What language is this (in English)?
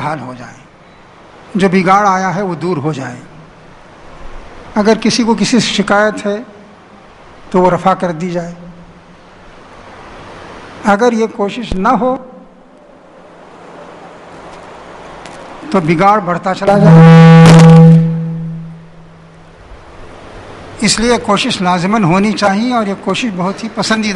Urdu